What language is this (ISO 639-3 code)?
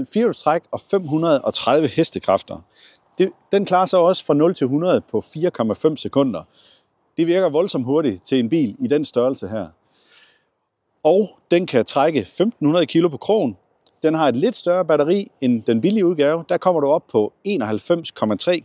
dan